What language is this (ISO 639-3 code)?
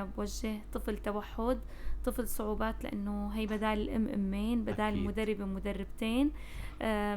apc